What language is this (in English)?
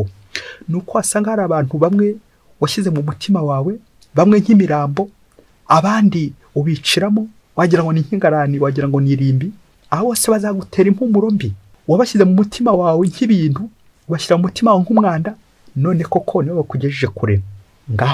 Kinyarwanda